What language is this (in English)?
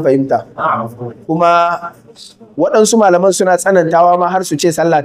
Hausa